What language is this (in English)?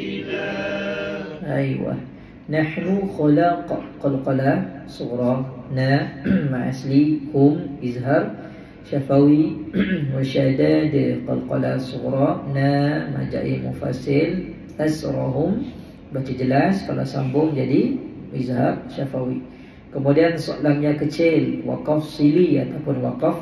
Malay